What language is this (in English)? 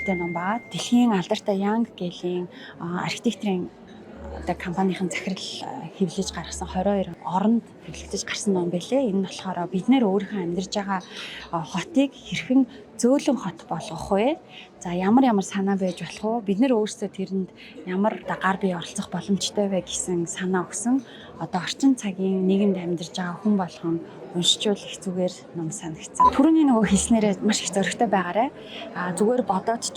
Mongolian